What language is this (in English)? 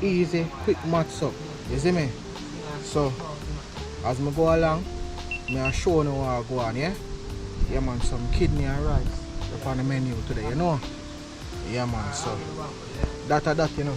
Jamaican Creole English